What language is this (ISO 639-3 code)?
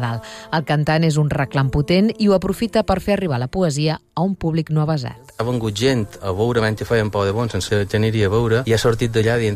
cat